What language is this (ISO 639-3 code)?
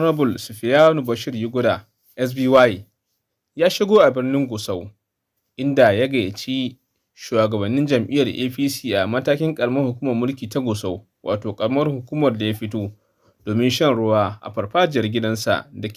hau